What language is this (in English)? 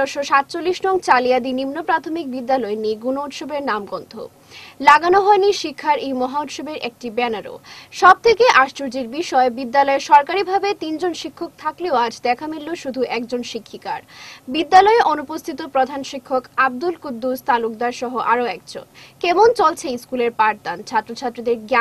Bangla